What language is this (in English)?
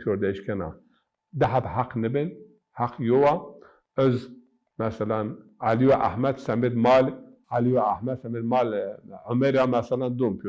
Zaza